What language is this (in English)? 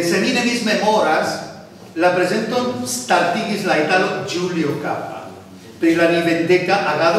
Esperanto